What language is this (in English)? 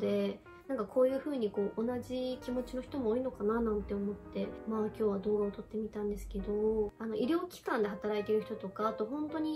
Japanese